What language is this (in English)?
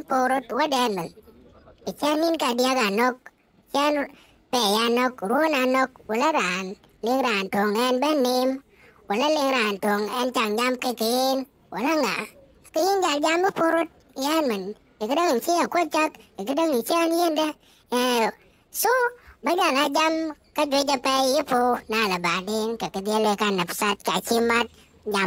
Dinka